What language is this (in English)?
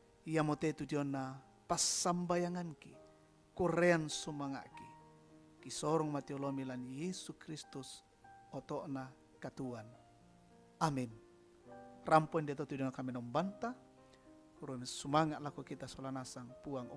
Toraja-Sa'dan